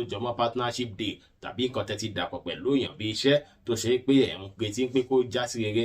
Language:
Yoruba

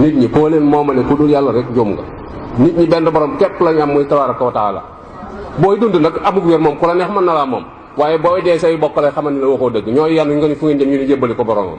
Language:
Wolof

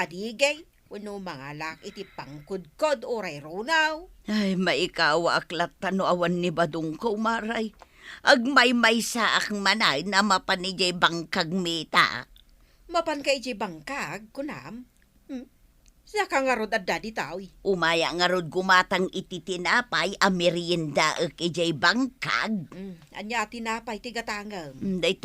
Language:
Iloko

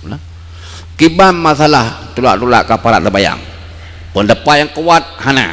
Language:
Achinese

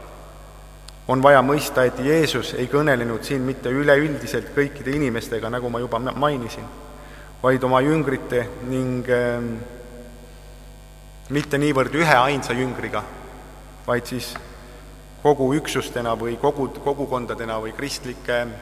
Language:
Estonian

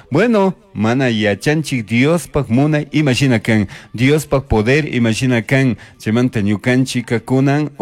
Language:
Chimborazo Highland Quichua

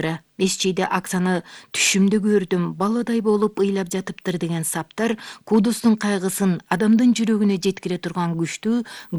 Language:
Kyrgyz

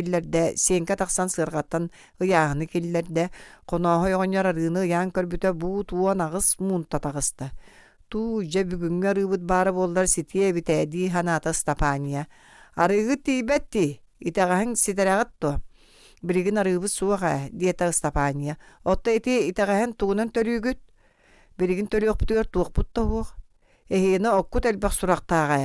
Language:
Yakut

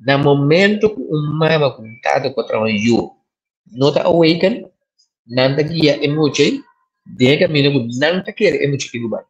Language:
Papiamento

